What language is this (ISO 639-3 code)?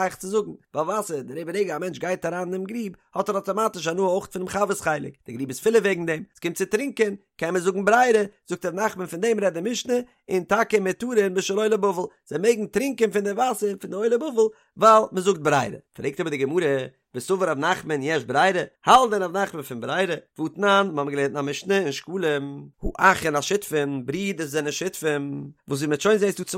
yid